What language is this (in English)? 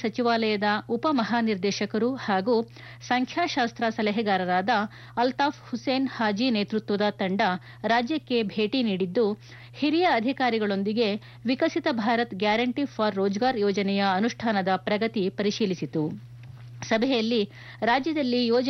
Kannada